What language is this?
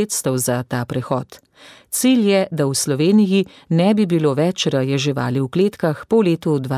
Slovenian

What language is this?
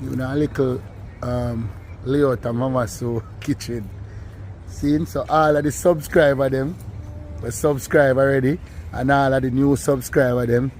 Jamaican Creole English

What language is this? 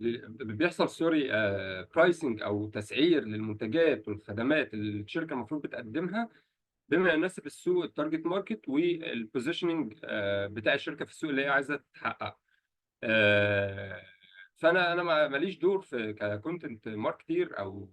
Egyptian Arabic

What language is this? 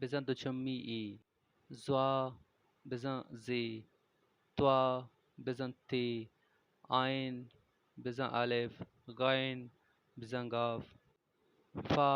Baluchi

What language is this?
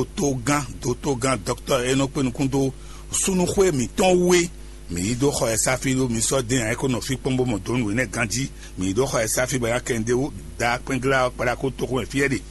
Fon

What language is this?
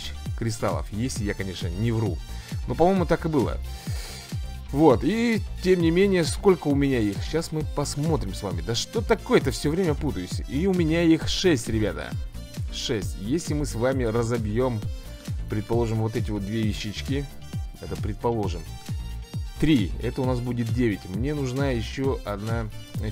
Russian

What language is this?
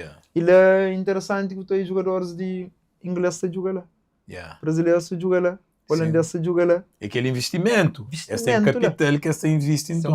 Kabuverdianu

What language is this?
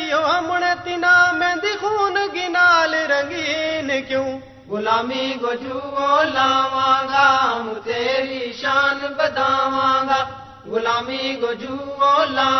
Gujari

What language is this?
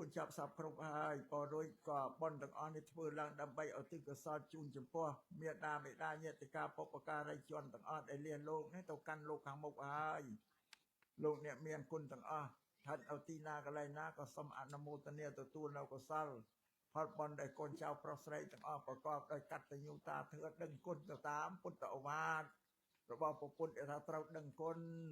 Khmer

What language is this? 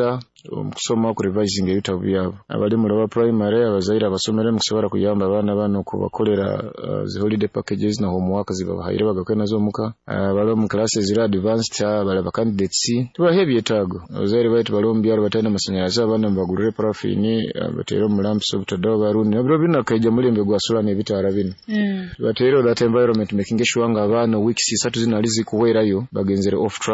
Nyoro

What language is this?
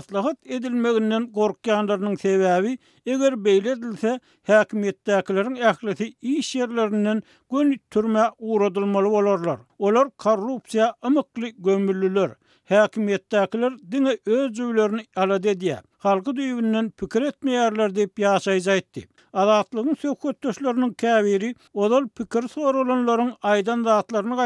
Turkmen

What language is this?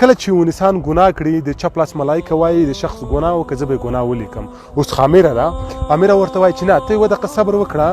Pashto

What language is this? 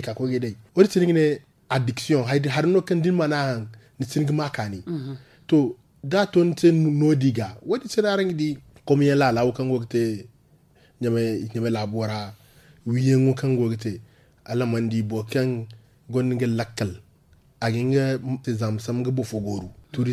Zarma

